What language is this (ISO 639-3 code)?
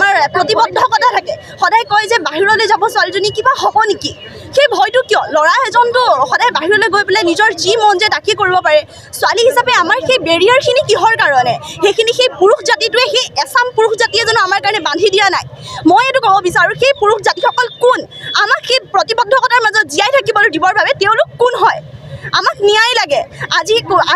asm